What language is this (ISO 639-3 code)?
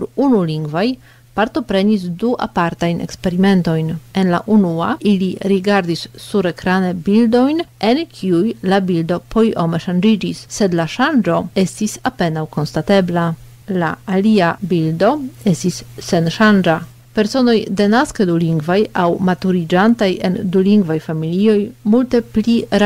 epo